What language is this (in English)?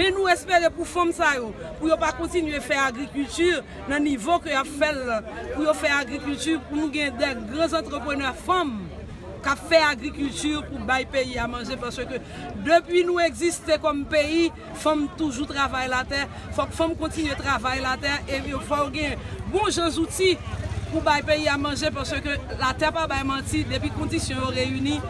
Haitian Creole